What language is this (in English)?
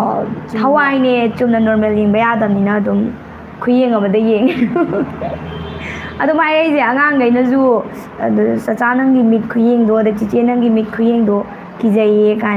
Manipuri